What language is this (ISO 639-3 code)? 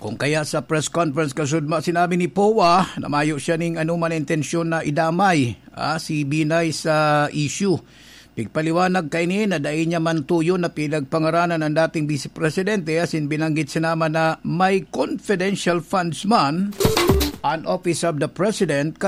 bik